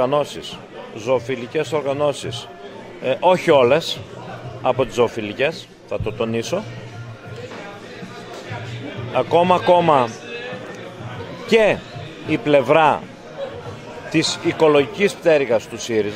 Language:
Greek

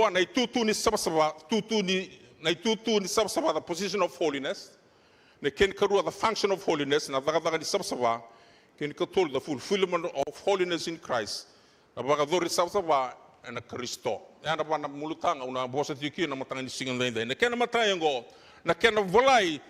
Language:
Fijian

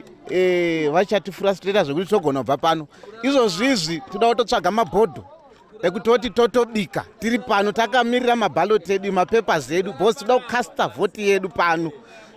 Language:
Shona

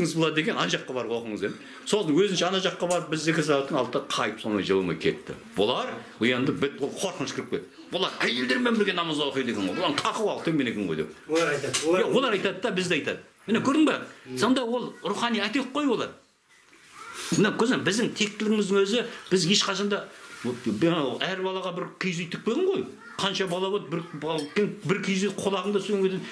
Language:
Kazakh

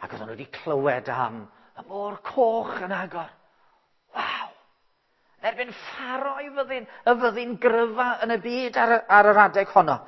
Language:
Welsh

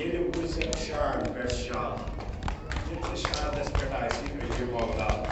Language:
Kashmiri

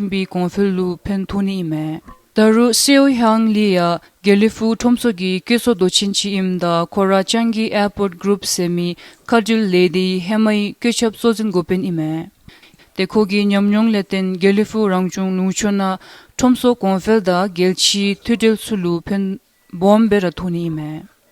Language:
Dzongkha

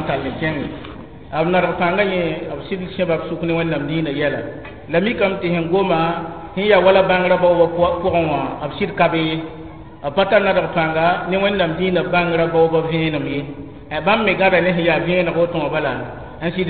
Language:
Mossi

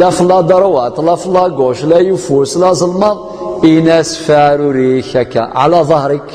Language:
Kabyle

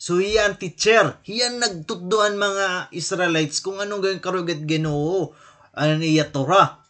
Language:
Waray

